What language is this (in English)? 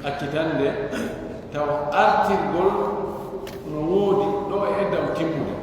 Pular